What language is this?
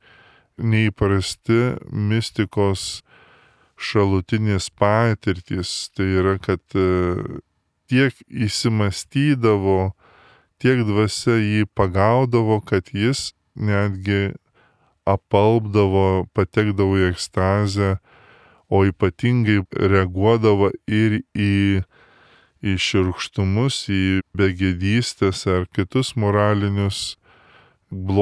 Lithuanian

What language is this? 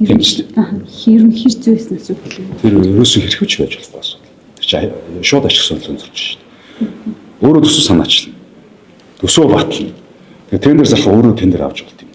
Mongolian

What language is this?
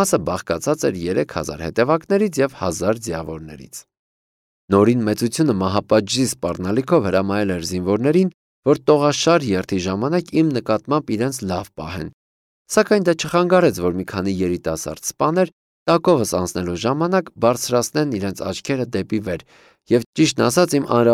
Armenian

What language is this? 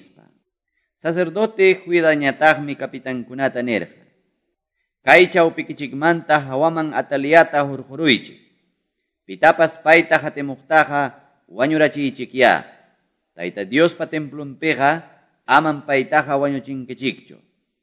Quechua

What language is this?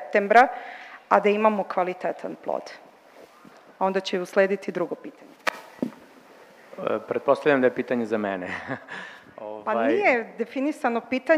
Serbian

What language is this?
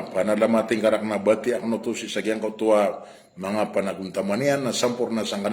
Maranao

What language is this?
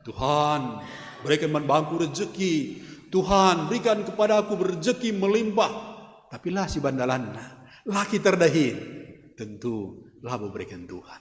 Batak Karo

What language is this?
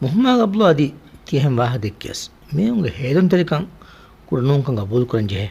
Divehi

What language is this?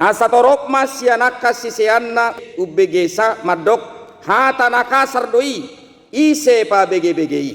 Batak Toba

